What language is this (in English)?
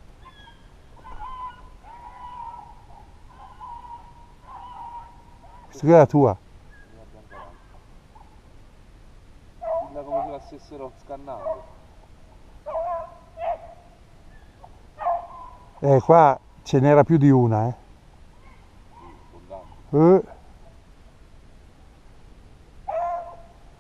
Italian